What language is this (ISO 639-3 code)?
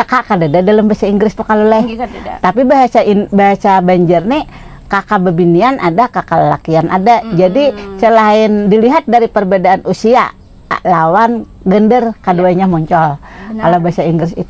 bjn